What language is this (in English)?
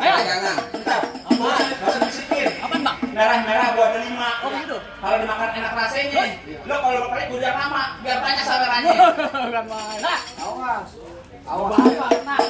Betawi